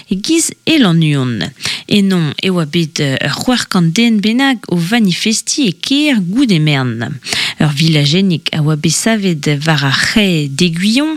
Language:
Breton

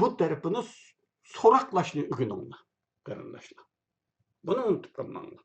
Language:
Uyghur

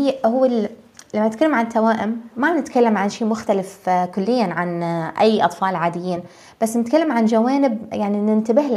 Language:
North Levantine Arabic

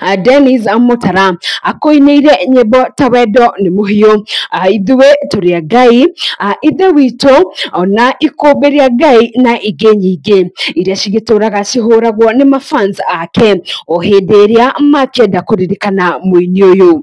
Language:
Kikuyu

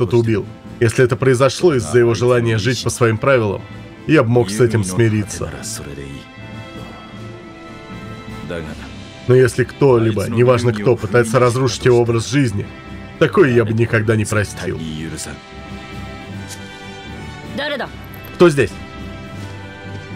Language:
Russian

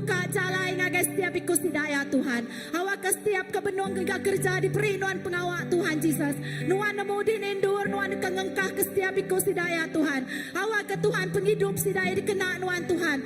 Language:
Iban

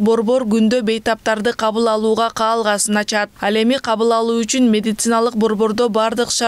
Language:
Kyrgyz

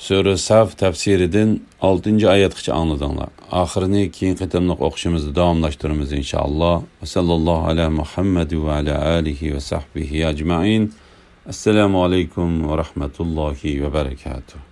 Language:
Uyghur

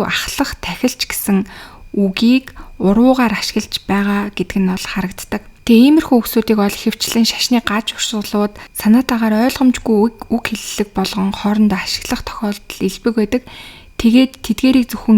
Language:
Mongolian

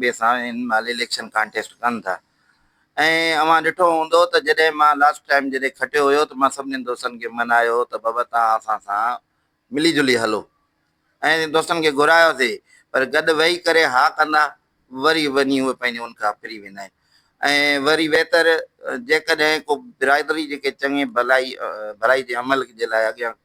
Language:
Sindhi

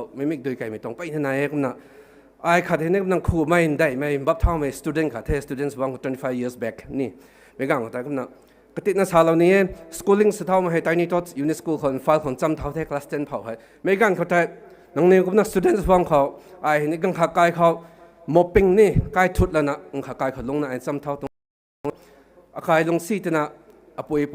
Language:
Rongmei Naga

